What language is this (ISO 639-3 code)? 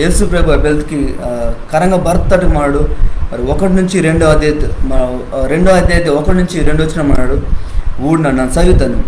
kff